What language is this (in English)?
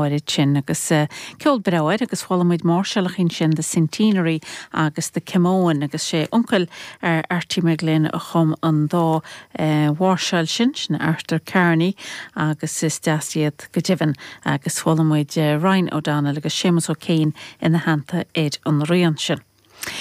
Irish